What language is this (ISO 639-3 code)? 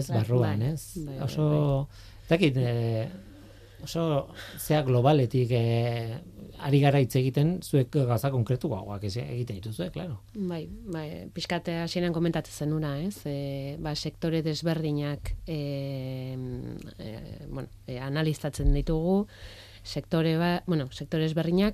eus